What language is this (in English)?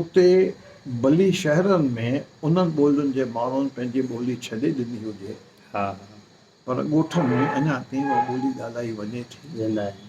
Sindhi